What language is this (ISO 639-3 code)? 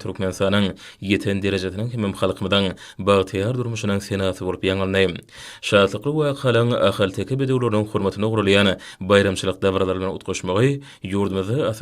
tuk